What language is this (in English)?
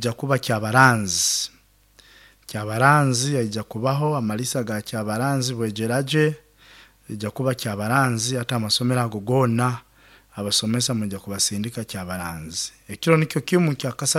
Nyoro